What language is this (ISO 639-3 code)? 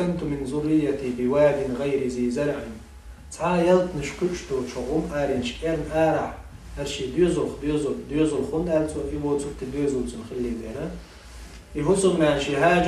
che